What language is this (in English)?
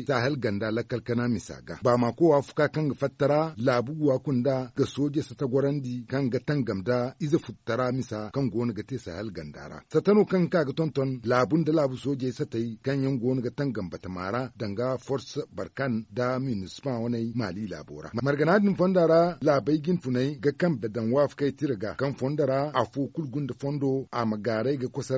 Zarma